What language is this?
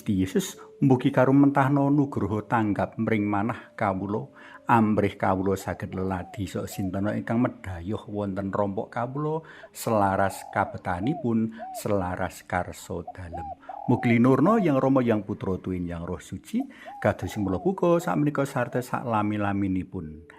Javanese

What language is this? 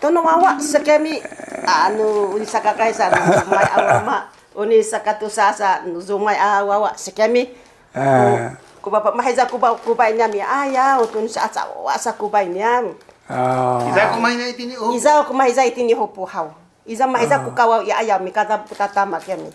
Sakizaya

